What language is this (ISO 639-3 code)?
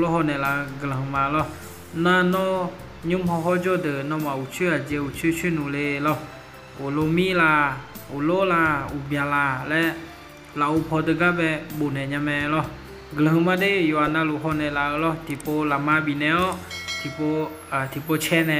ahk